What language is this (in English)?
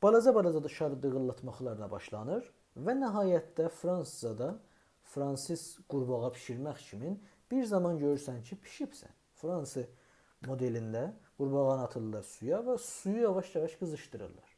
South Azerbaijani